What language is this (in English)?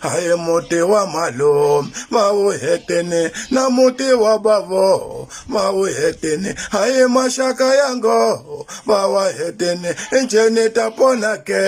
Tsonga